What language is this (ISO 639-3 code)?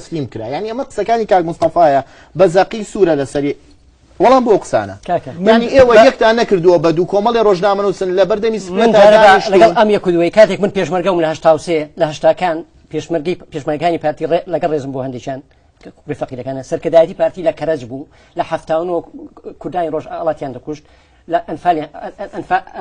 ckb